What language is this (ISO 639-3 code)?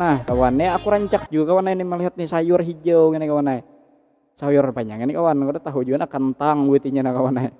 bjn